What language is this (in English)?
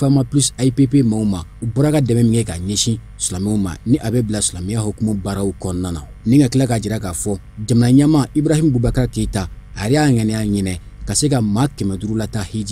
Bambara